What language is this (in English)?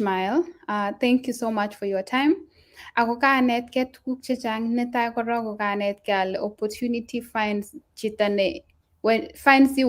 Kalenjin